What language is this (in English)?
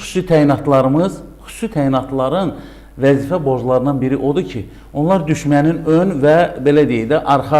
Azerbaijani